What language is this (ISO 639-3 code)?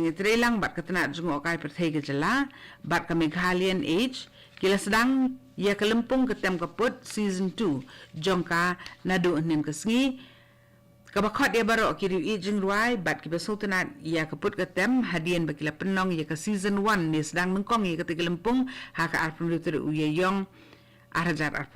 kha